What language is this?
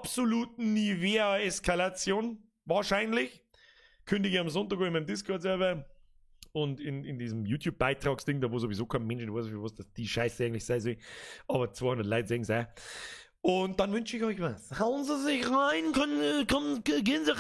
Bavarian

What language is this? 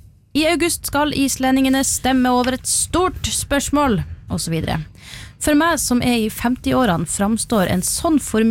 Norwegian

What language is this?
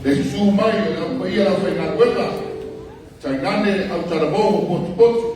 Samoan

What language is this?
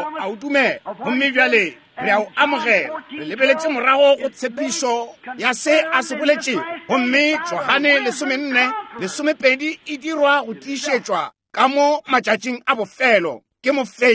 Northern Sotho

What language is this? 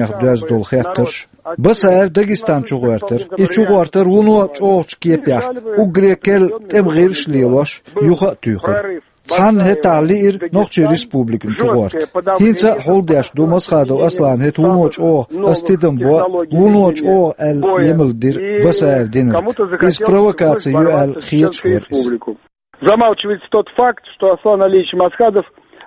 Chechen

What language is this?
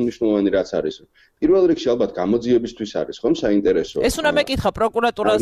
Georgian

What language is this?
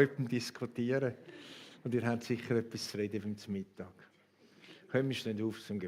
Swiss German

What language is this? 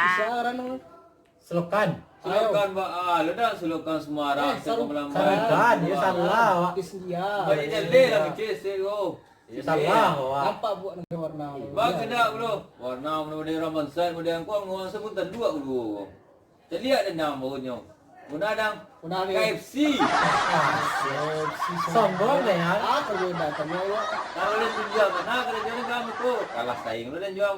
Minangkabau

